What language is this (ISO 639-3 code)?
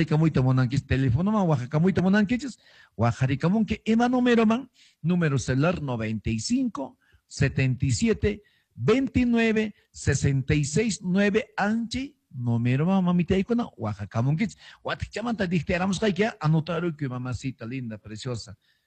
que